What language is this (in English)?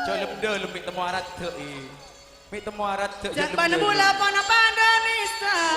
Madurese